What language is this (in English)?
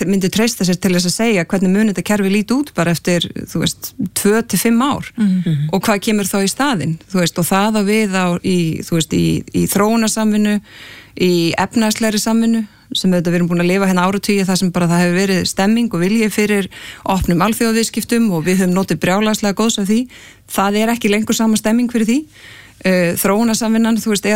Icelandic